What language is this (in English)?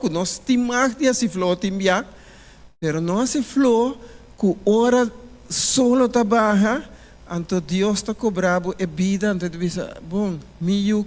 Papiamento